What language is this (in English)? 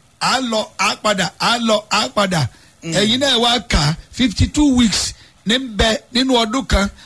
Yoruba